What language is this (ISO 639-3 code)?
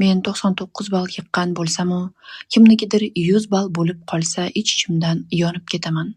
uzb